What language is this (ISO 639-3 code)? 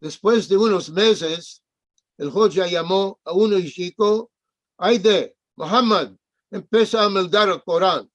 lad